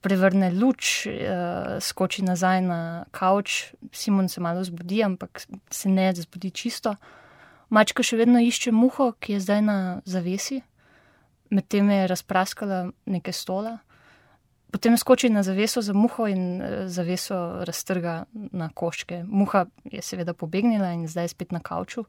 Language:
Slovenian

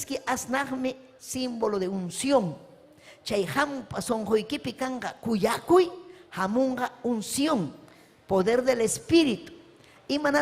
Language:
Ayacucho Quechua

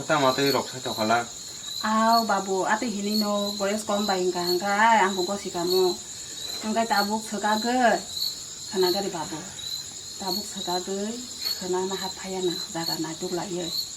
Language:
Kok Borok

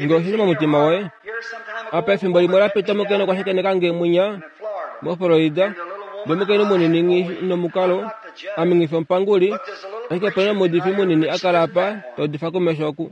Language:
Kuanyama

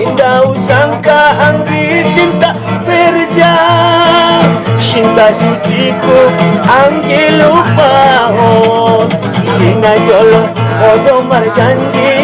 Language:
Batak Angkola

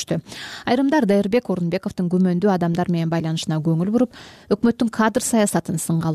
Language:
Kyrgyz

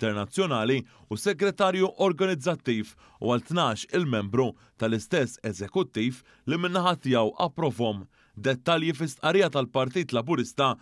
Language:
Maltese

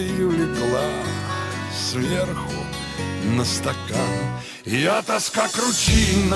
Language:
Russian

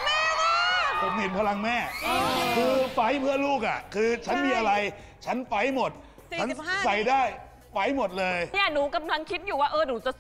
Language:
Thai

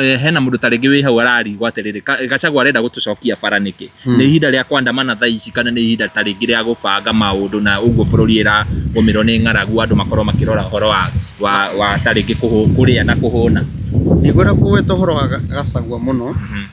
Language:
Kikuyu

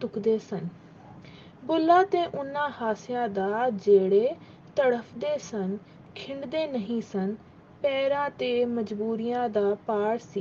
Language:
Punjabi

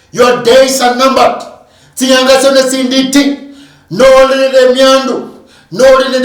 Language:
Luyia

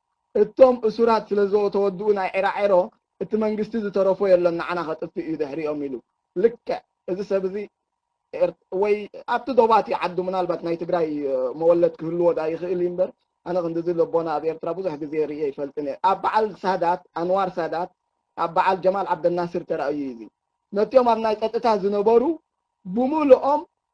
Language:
Tigrinya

